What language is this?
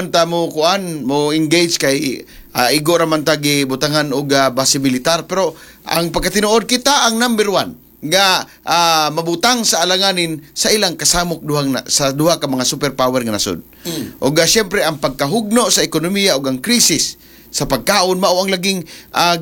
Cebuano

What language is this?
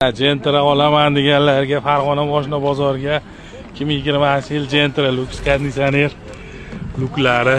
Uzbek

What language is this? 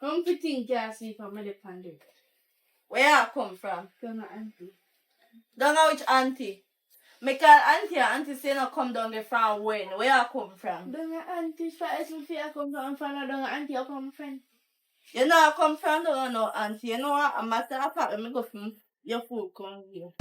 Jamaican Creole English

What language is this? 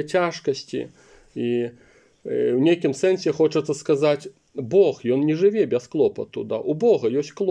Belarusian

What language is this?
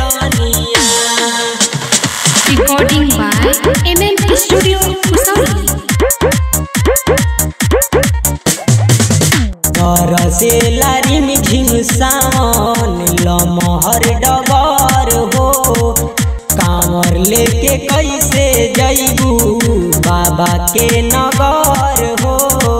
Bhojpuri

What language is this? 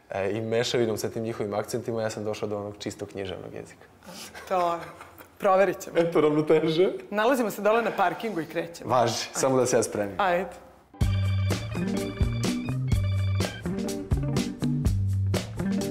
Serbian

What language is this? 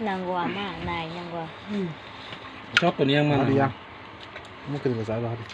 Kok Borok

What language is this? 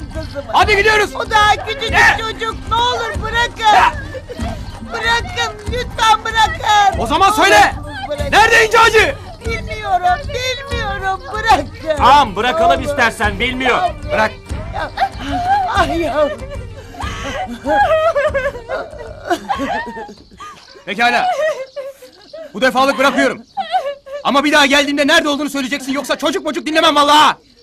Turkish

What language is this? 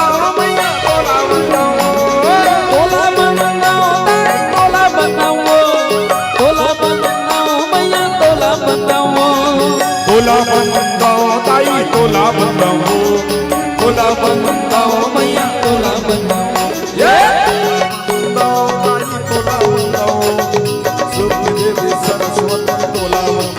Chhattisgarhi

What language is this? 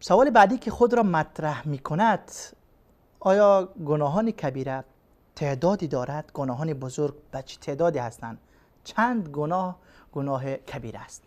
Persian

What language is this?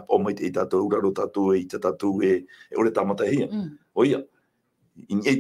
Tahitian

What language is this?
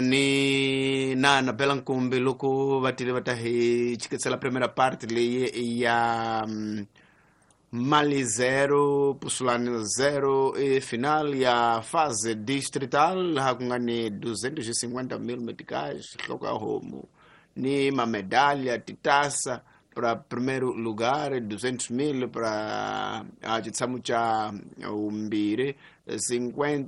Tsonga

